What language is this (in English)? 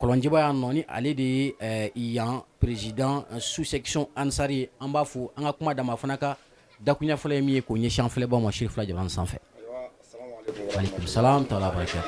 Bambara